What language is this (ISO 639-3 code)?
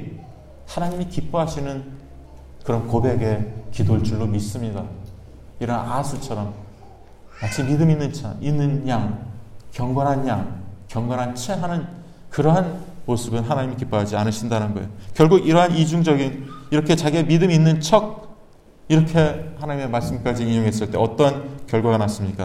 kor